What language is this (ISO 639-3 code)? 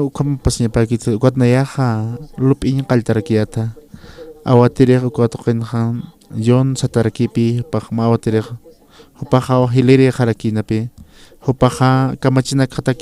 aym